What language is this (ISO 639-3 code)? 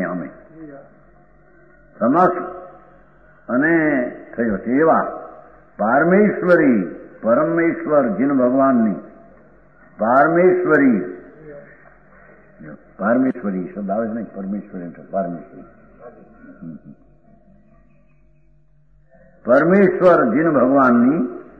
guj